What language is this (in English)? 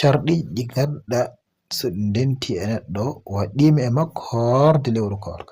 Fula